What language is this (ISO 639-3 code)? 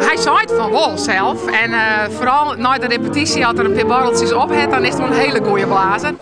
fry